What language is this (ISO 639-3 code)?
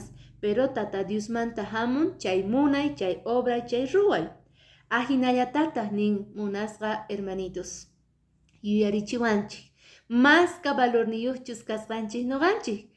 que